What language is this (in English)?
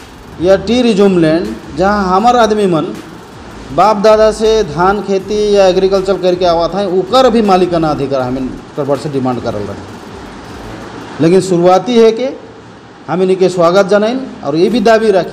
Sadri